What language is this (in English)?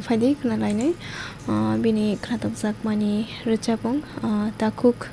Kok Borok